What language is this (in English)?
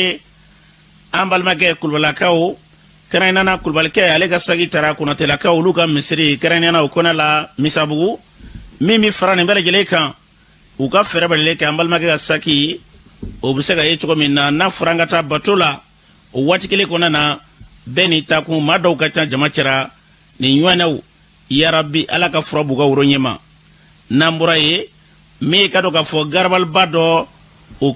Bambara